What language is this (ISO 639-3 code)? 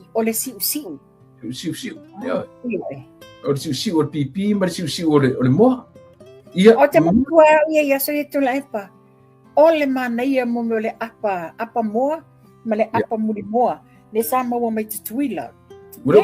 smo